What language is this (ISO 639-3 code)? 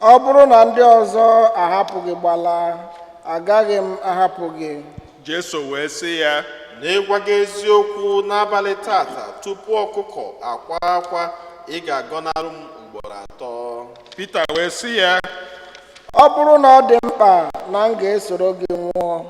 ibo